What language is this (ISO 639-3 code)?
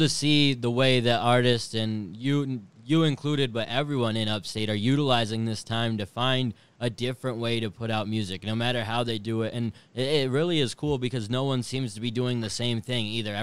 eng